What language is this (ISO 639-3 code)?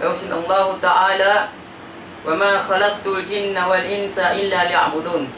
tsg